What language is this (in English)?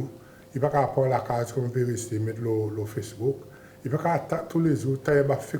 Seselwa Creole French